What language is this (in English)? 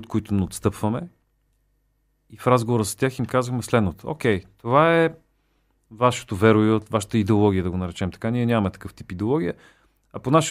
Bulgarian